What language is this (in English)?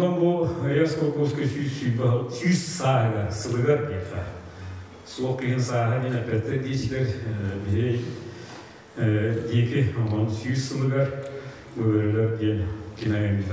Yakut